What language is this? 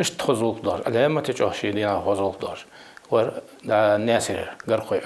Ingush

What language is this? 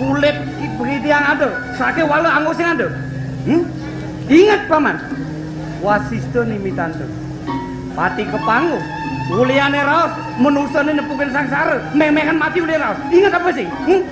Balinese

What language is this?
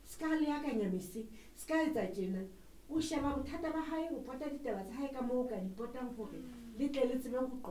Southern Sotho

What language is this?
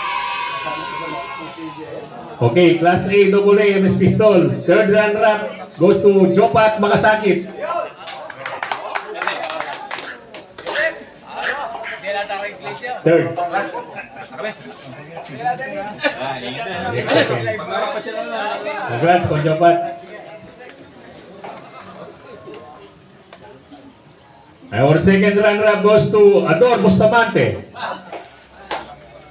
Filipino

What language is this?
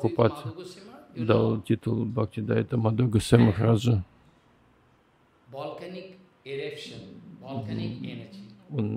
Russian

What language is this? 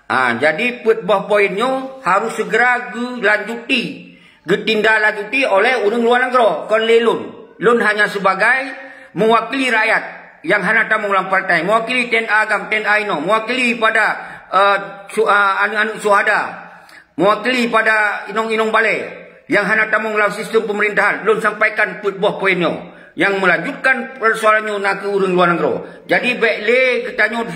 Achinese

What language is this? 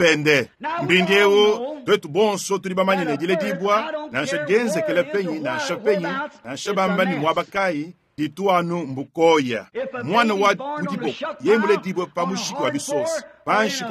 Luba-Lulua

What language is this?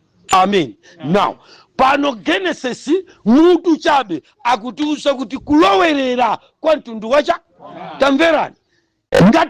Nyanja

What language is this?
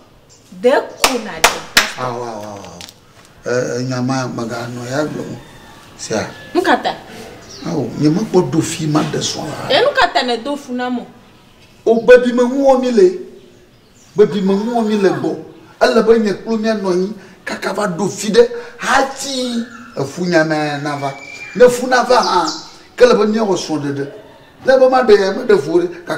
Ewe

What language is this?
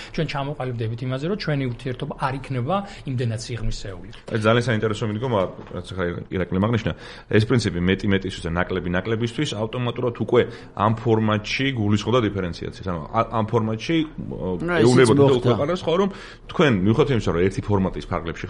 Georgian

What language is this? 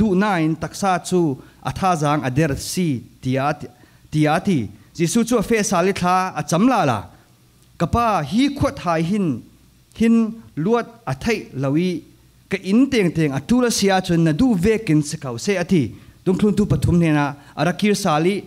Falam Chin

